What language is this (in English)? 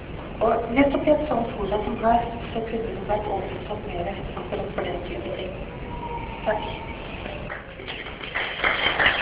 Norwegian